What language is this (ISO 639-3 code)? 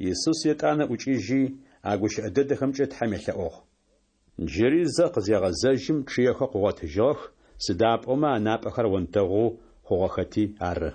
ady